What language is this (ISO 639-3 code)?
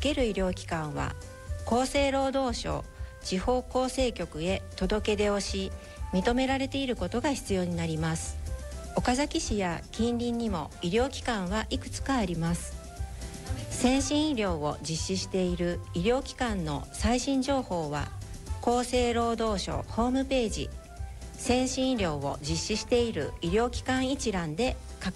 jpn